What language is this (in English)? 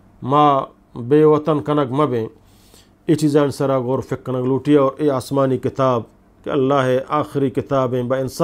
Eastern Balochi